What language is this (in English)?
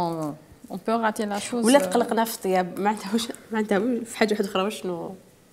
Algerian Arabic